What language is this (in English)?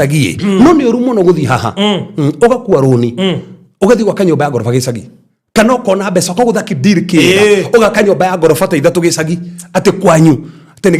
Kikuyu